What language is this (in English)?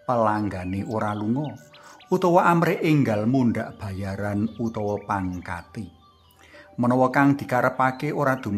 Javanese